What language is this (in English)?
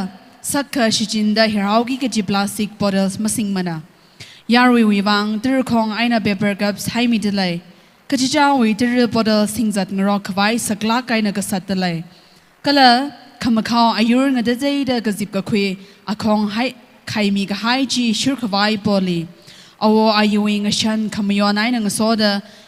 Tangkhul Naga (India)